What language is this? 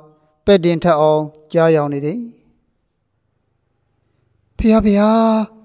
Burmese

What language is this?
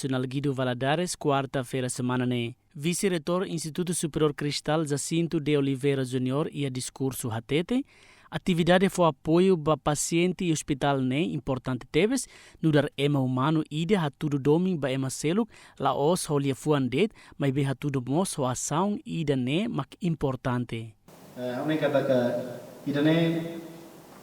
Tetum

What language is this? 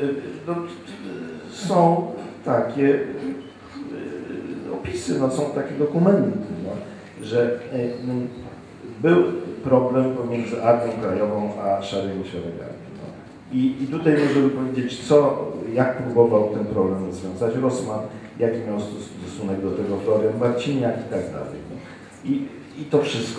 Polish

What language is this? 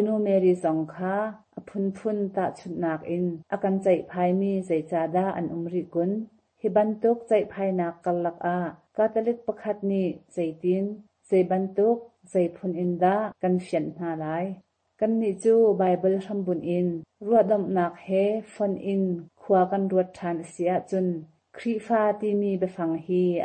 Hakha Chin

